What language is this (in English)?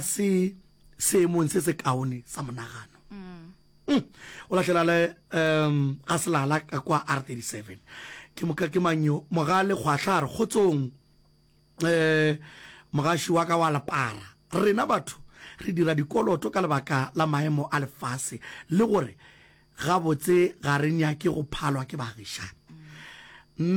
Northern Sotho